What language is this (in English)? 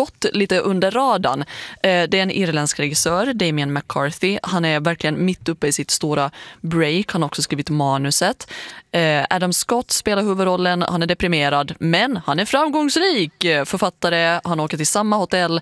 Swedish